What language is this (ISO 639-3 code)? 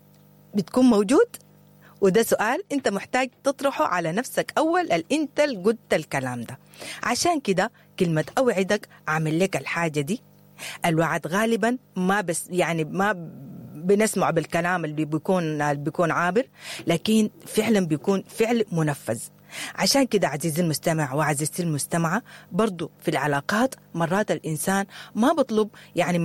apd